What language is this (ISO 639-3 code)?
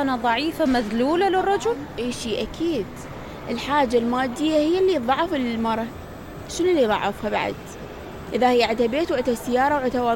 acm